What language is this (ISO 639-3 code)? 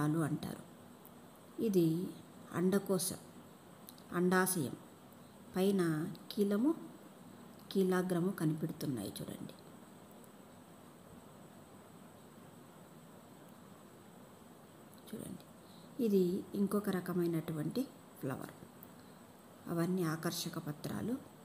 tel